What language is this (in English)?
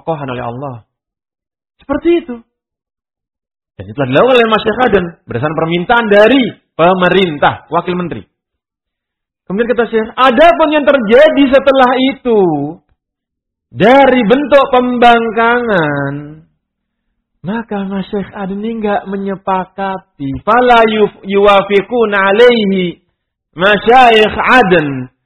Indonesian